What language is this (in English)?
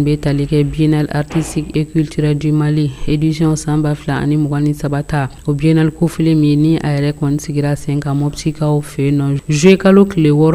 Bambara